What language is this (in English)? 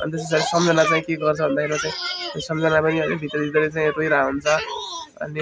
Nepali